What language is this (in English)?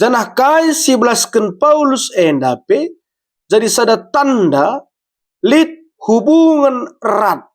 Batak Karo